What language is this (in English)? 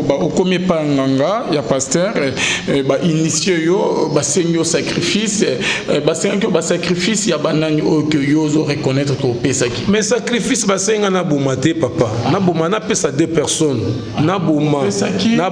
Lingala